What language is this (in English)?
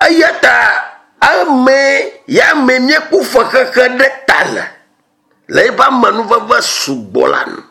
Ewe